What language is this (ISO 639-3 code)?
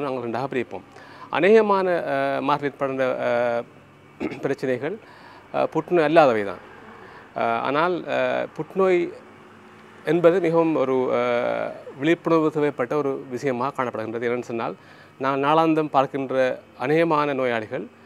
tam